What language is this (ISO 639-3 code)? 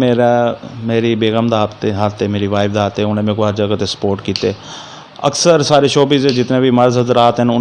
lah